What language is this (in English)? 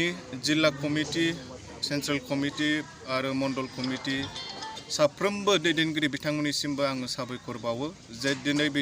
Bodo